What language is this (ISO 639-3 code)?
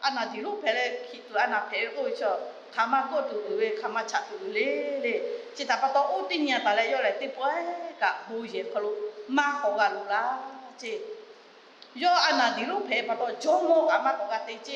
lhu